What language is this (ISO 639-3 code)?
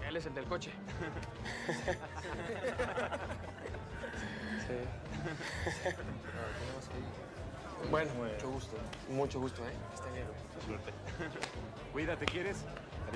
spa